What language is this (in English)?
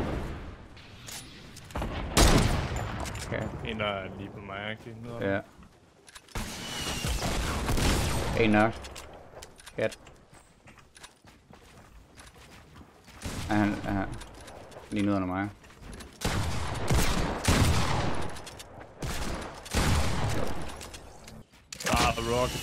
Danish